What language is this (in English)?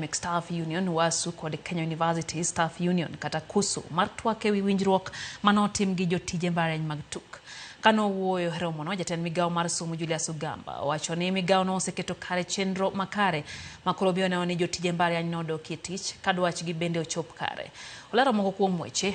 Luo (Kenya and Tanzania)